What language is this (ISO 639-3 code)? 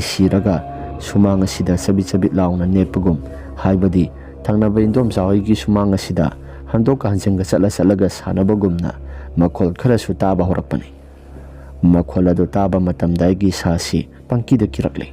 mni